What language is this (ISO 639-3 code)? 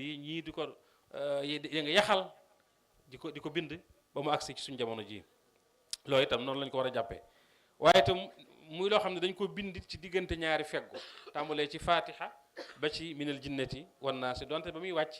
wol